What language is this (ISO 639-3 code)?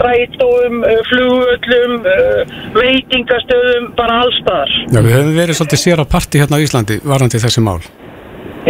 isl